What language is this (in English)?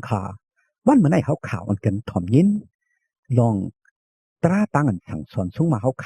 Shan